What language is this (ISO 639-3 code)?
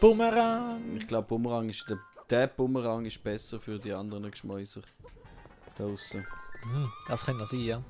gsw